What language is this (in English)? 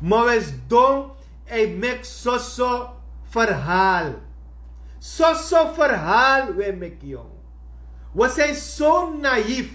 Sranan Tongo